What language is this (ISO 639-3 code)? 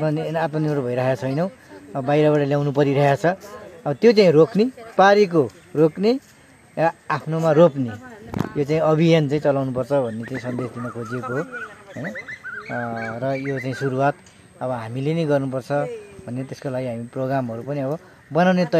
nep